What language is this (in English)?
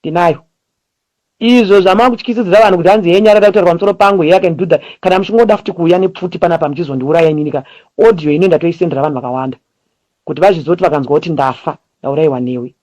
Shona